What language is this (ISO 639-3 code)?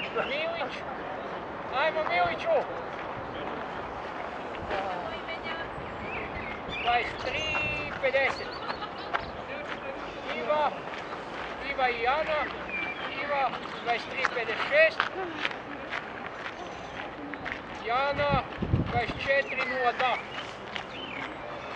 hrv